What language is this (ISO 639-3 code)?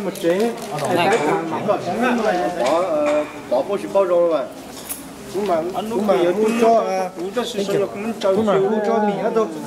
vie